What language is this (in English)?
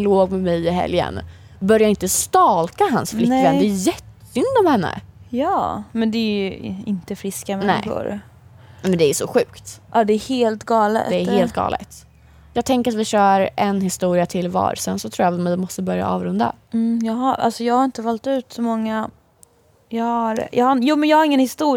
Swedish